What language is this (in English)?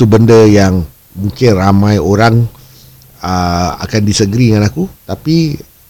Malay